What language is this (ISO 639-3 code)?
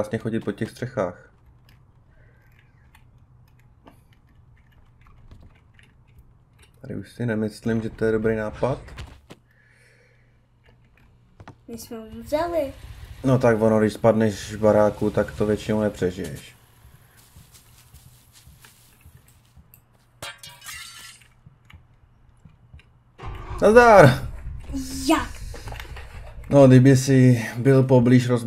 ces